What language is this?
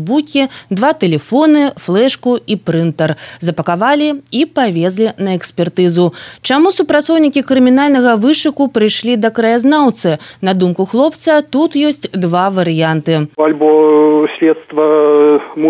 Belarusian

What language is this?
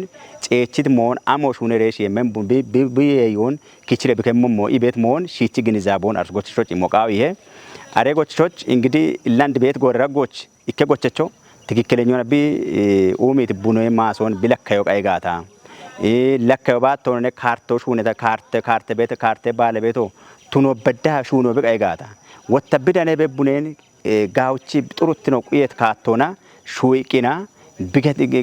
Kafa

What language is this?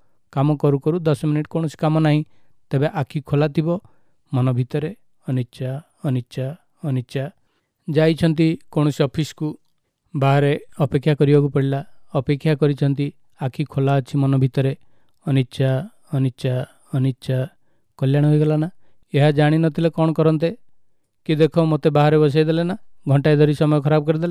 Odia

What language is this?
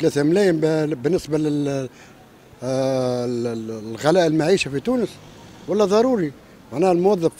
Tunisian Arabic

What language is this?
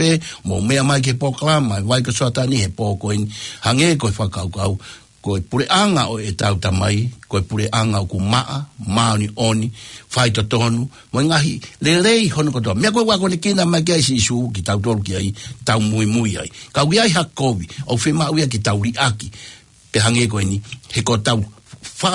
Tongan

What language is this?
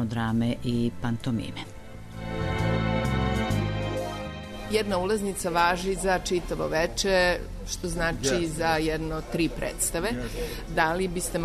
Serbian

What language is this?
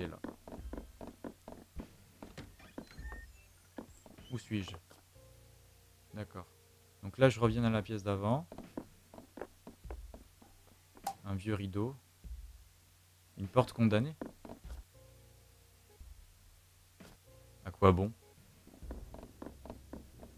French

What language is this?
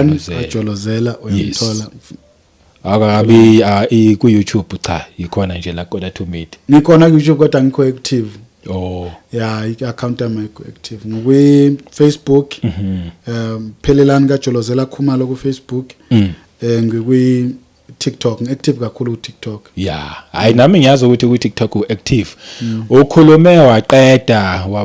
Zulu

